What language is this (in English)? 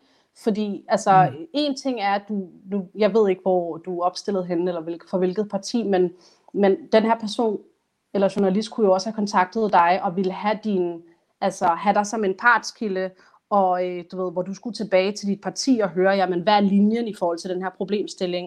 Danish